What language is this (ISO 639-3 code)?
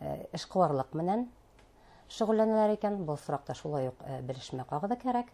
bak